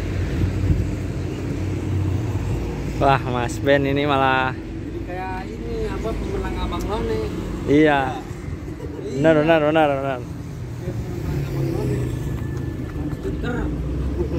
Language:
Indonesian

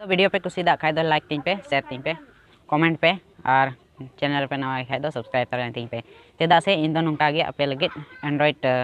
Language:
Santali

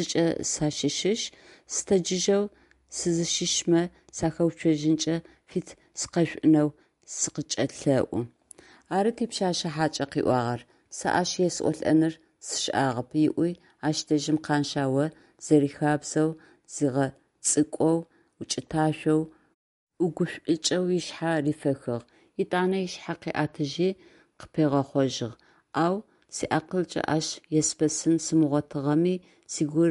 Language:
Adyghe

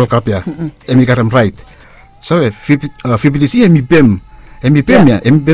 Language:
Bislama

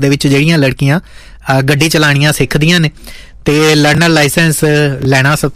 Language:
Punjabi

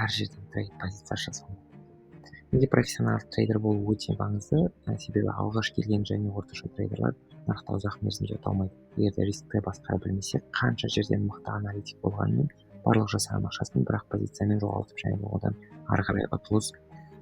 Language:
Kazakh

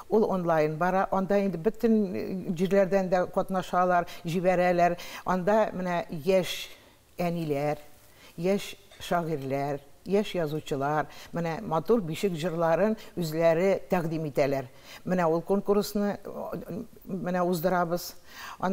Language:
Tatar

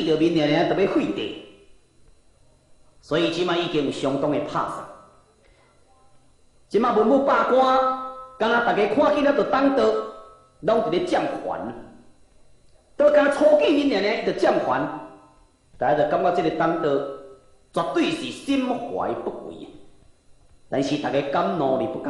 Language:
Min Nan Chinese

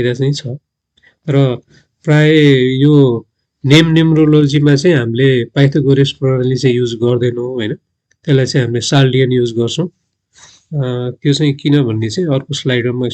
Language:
Nepali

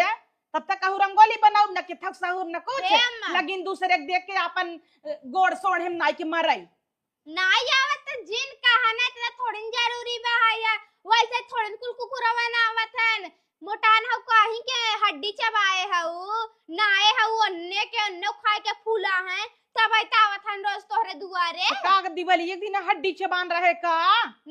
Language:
Awadhi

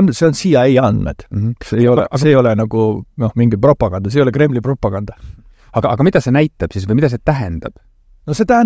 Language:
Estonian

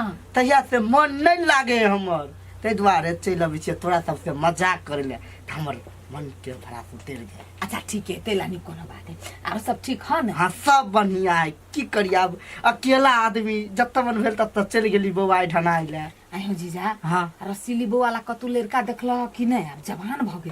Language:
Maithili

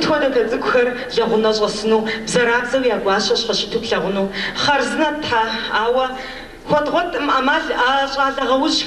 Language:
Kabardian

